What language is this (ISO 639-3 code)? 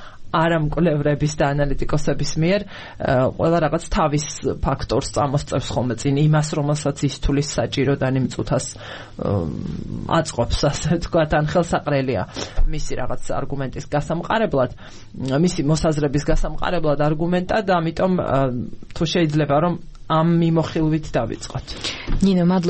kat